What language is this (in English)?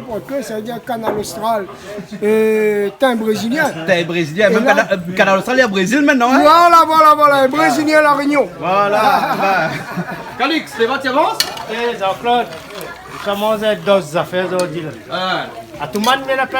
Réunion Creole French